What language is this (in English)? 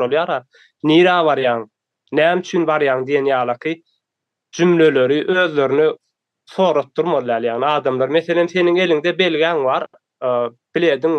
Turkmen